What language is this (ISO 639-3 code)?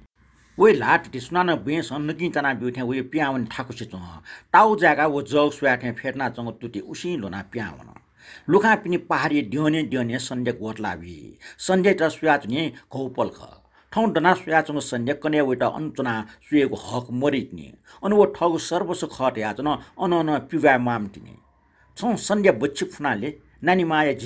new